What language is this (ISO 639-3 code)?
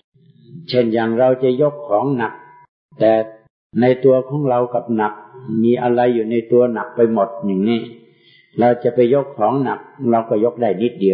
tha